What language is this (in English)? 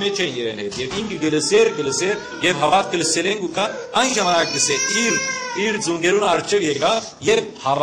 Western Armenian